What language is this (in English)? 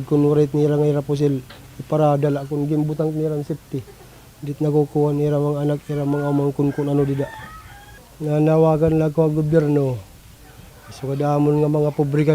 Waray